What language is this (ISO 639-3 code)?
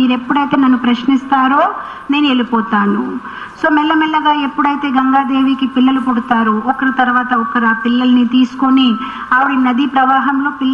tel